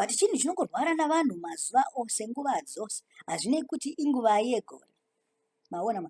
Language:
Shona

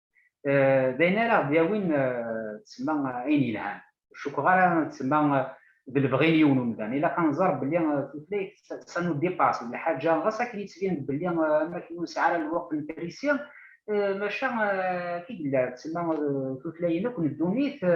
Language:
Kabyle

